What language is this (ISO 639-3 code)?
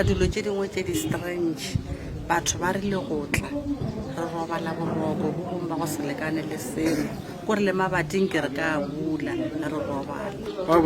nso